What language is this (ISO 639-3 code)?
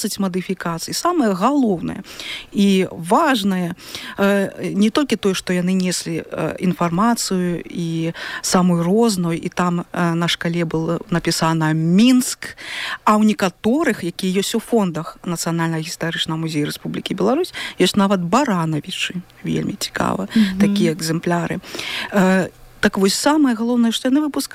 bel